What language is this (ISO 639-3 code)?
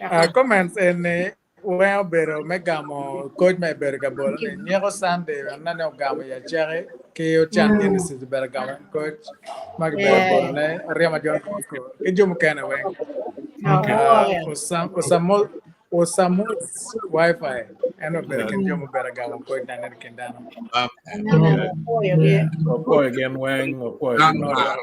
ach